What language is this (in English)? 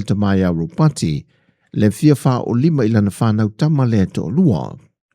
Samoan